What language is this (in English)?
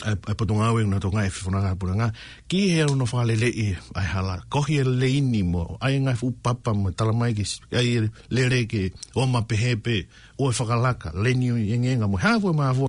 Tongan